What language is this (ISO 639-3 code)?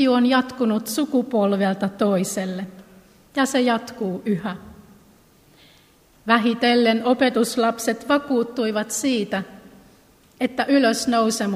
fin